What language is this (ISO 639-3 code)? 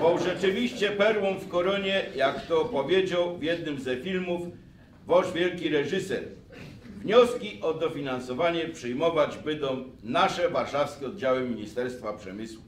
szl